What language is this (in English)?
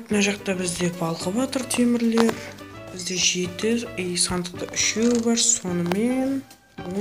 Kara-Kalpak